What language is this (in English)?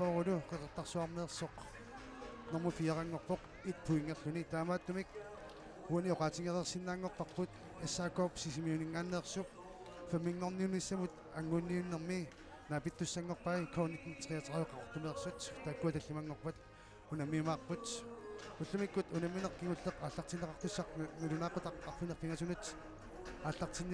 Kalaallisut